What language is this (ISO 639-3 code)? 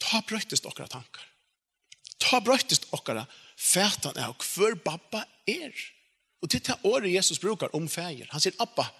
fao